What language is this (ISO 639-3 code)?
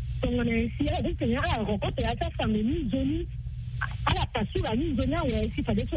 sag